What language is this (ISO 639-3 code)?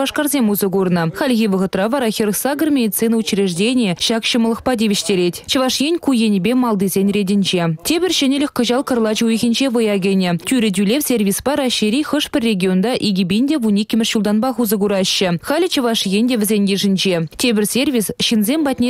chv